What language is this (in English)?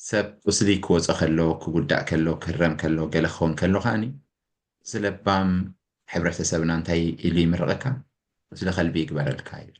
Tigrinya